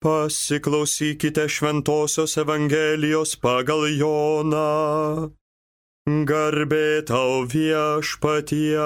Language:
Lithuanian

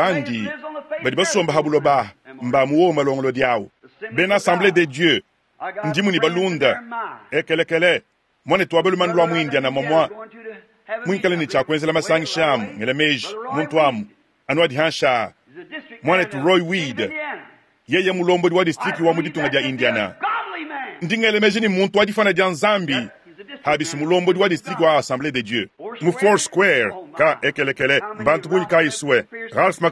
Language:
Luba-Lulua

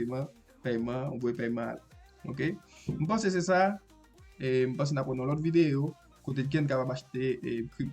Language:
Haitian Creole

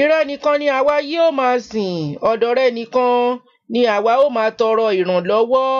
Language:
Yoruba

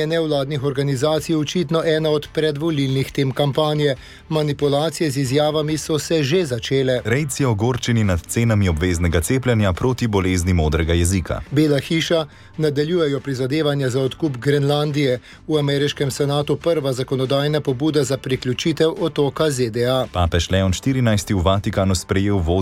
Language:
Slovenian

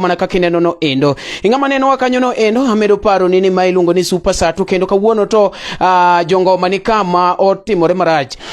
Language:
Luo (Kenya and Tanzania)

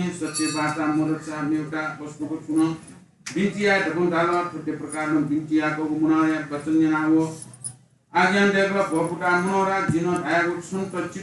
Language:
Newari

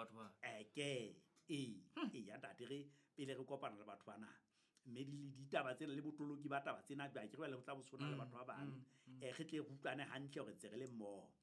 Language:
Southern Sotho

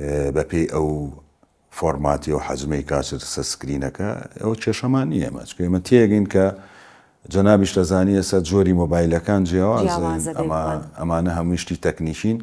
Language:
Central Kurdish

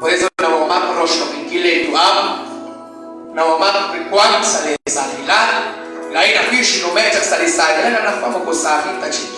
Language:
Kekchí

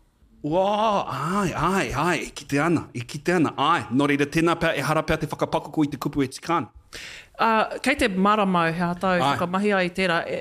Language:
Māori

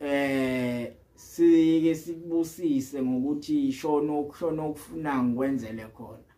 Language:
Zulu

